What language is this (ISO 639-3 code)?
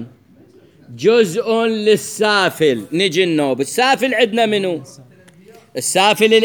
acm